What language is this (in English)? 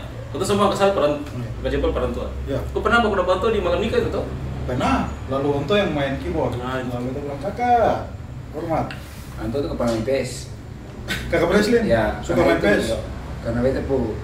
Ambonese Malay